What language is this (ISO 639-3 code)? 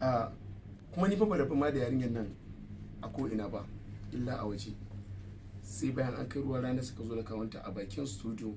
hau